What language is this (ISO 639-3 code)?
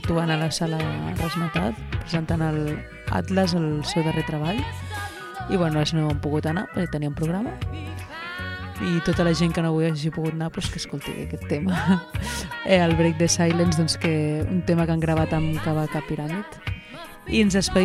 cat